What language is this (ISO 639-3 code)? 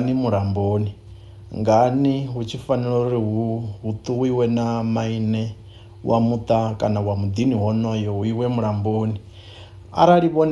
ven